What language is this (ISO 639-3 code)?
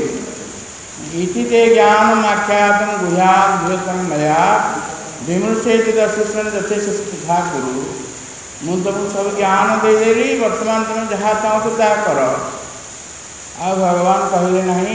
ori